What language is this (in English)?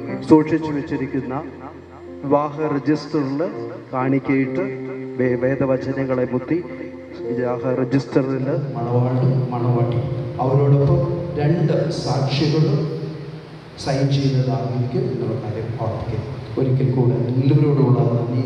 Malayalam